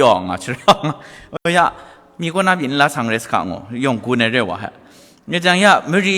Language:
Kachin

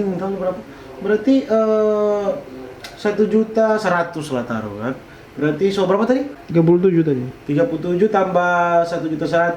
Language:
Manado Malay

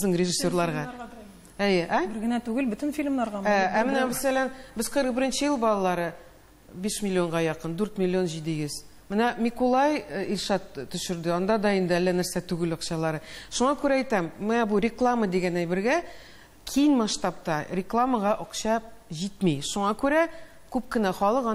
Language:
Tatar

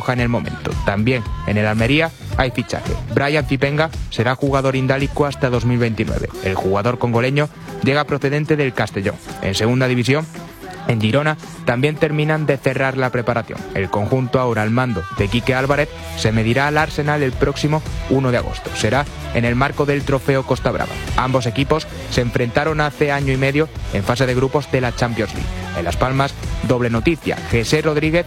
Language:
Spanish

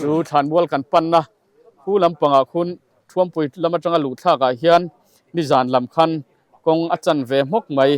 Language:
Mizo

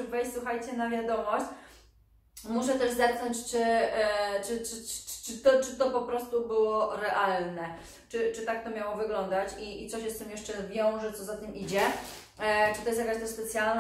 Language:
Polish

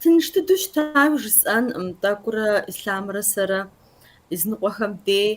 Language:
Kabardian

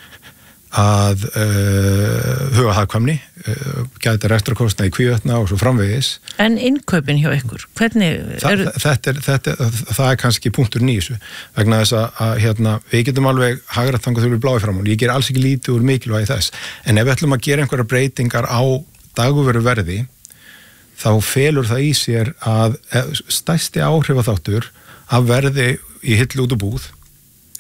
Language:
Icelandic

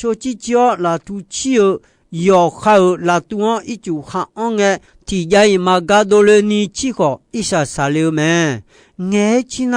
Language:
Akha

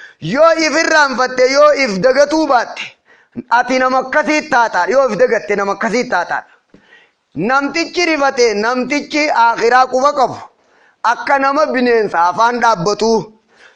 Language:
Oromo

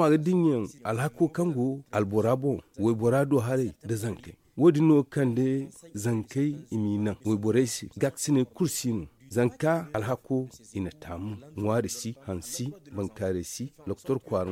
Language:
Zarma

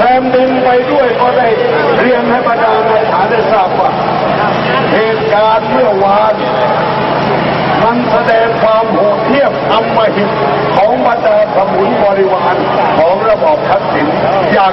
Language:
Thai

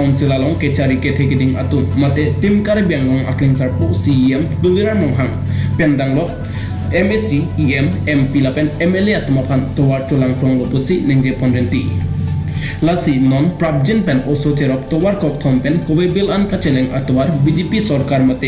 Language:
Karbi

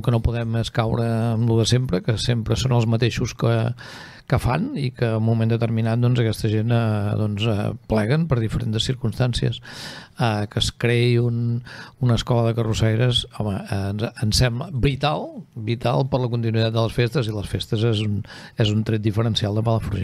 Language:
Catalan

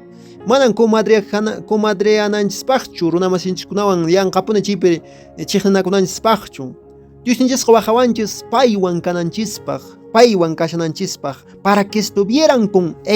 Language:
Quechua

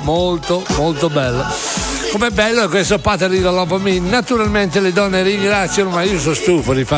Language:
Italian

